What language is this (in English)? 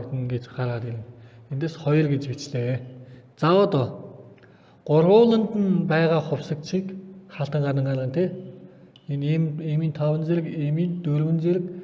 Mongolian